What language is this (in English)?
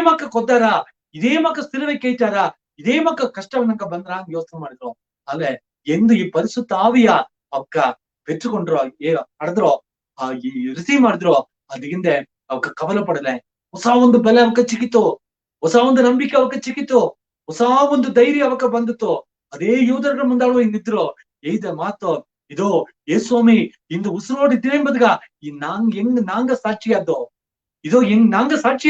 Badaga